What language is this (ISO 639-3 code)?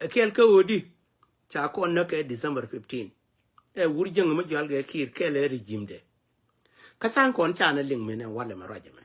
nus